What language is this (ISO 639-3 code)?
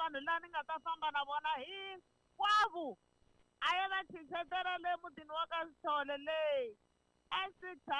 tso